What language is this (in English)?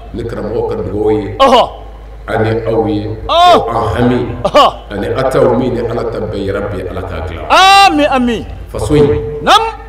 Bambara